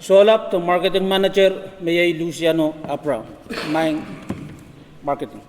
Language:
Pohnpeian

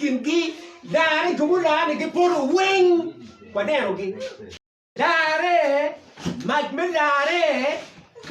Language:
Acoli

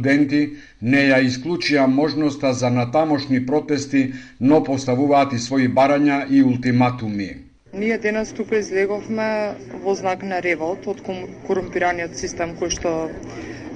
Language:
Macedonian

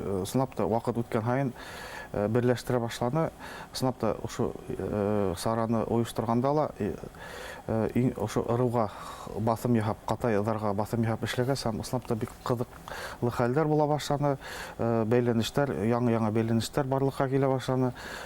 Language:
Bashkir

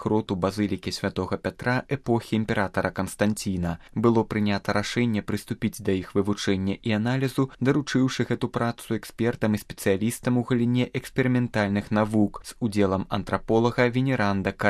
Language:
Belarusian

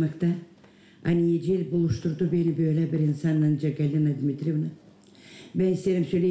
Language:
Gagauz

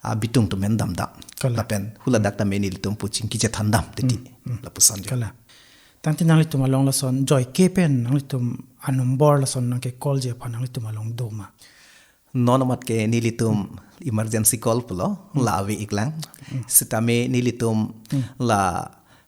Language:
Karbi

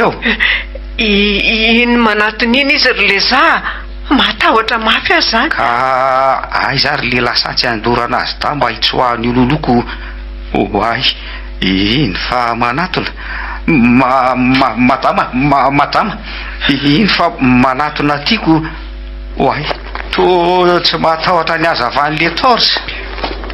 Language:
Malagasy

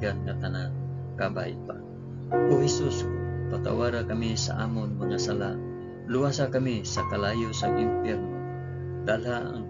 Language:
Hiligaynon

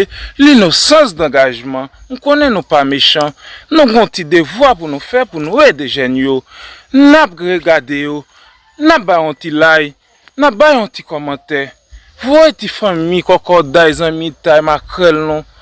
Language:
Haitian Creole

